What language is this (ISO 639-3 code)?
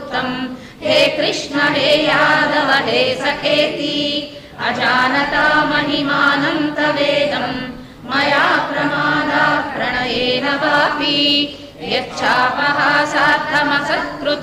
san